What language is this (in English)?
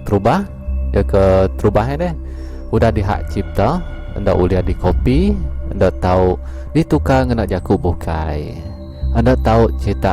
Iban